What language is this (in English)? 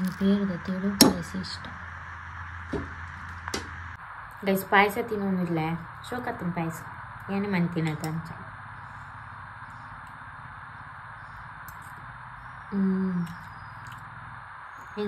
Tulu